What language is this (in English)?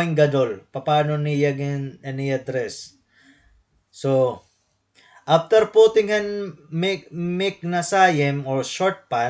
Waray